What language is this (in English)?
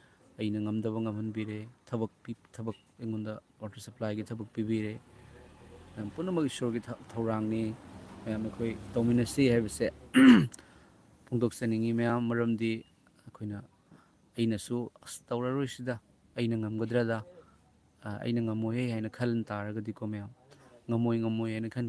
Manipuri